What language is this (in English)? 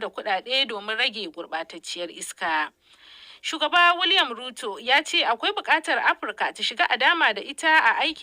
Hausa